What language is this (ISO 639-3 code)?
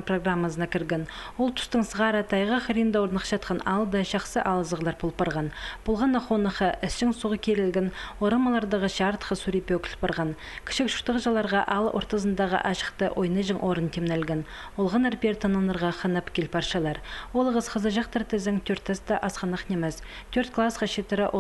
kjh